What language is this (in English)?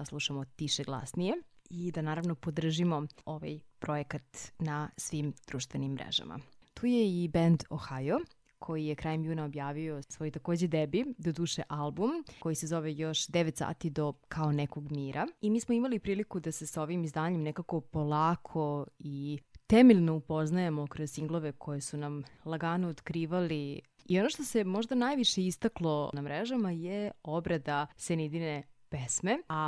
Serbian